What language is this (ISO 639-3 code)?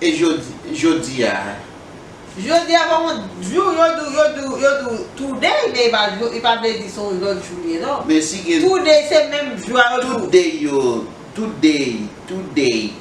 hat